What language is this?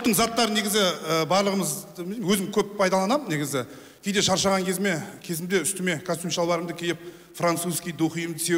Kazakh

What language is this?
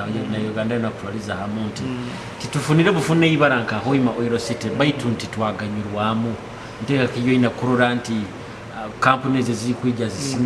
Nyoro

